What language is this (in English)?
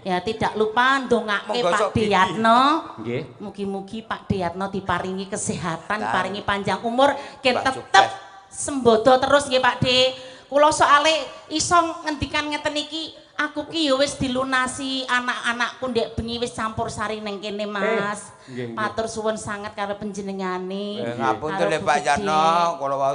Javanese